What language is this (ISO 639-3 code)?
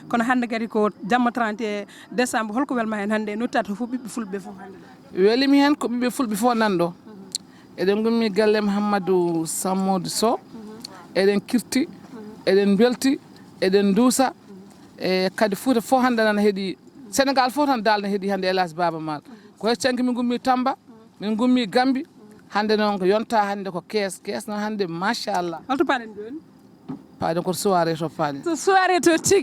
ful